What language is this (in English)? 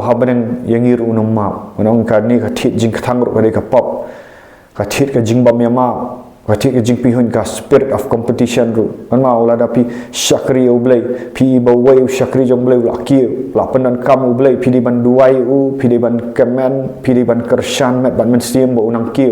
Khasi